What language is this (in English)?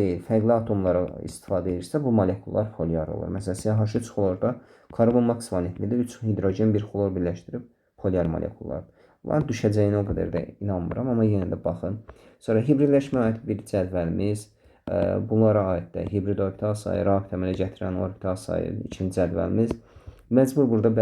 Azerbaijani